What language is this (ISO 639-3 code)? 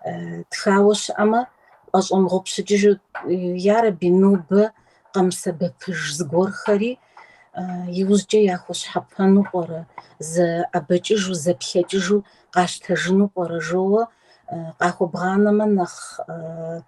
kbd